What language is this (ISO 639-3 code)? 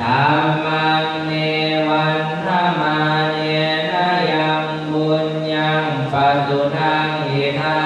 pli